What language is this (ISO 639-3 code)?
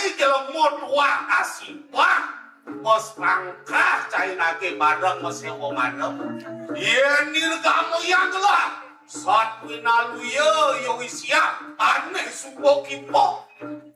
ban